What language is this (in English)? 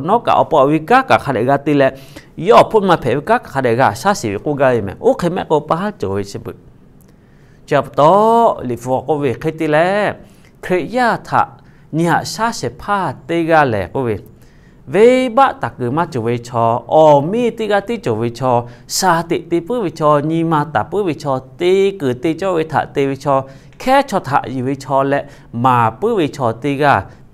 Lahu